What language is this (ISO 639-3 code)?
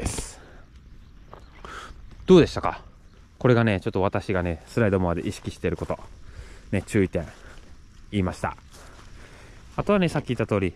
jpn